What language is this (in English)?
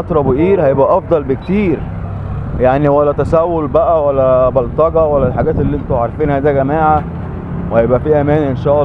Egyptian Arabic